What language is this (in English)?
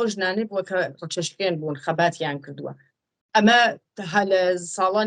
Central Kurdish